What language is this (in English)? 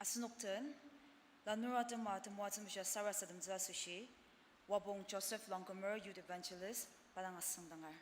Ao Naga